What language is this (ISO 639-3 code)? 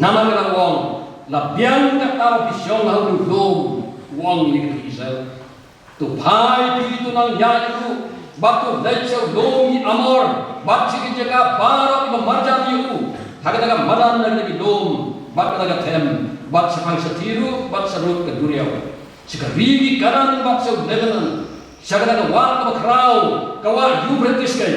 kha